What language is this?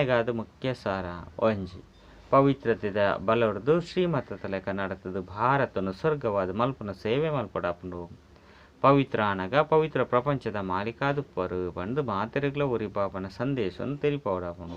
Tulu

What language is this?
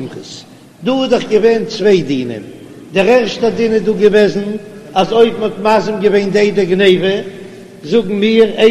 Yiddish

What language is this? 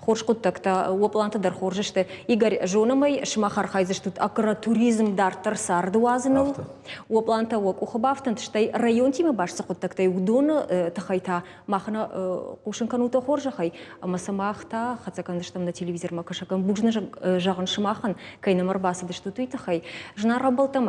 Ossetic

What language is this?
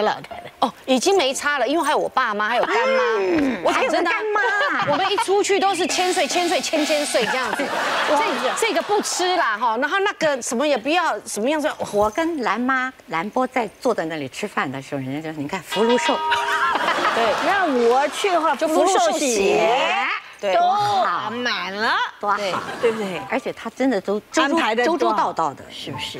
Chinese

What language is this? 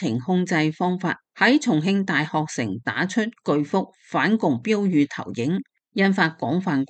Cantonese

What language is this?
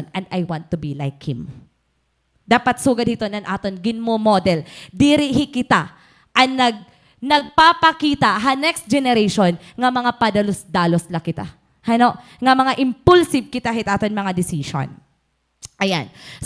Waray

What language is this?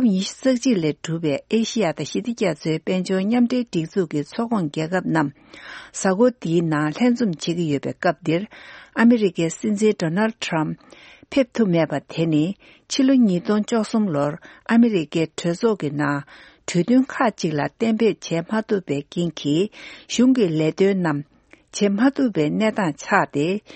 Tibetan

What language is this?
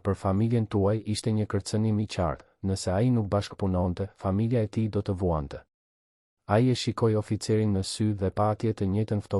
Albanian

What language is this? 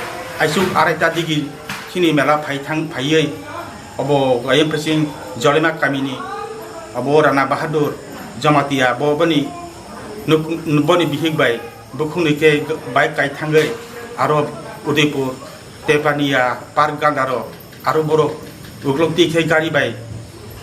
Kok Borok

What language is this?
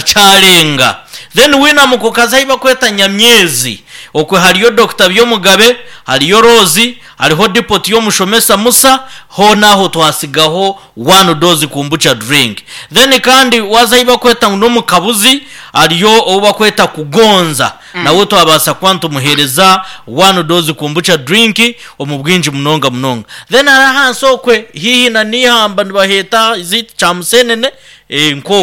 Nyankole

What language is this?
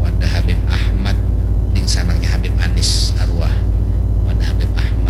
Banjar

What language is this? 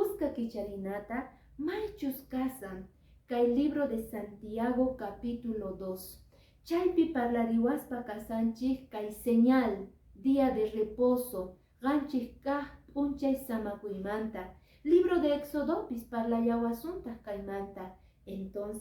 Quechua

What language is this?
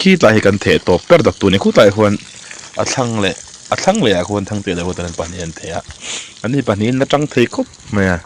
Mizo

